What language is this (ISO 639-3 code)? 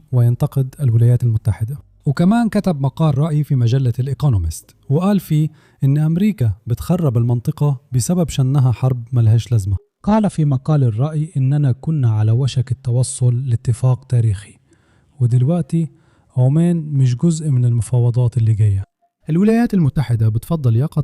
arz